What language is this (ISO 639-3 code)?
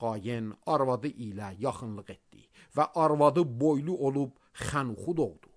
aze